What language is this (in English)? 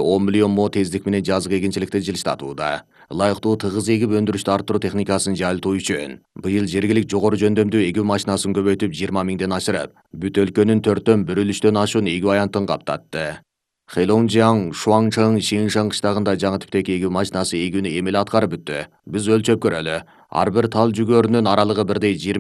Kyrgyz